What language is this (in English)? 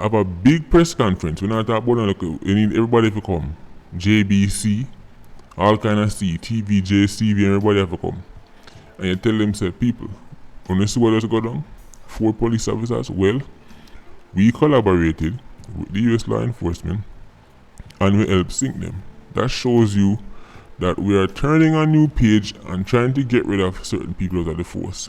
Jamaican Creole English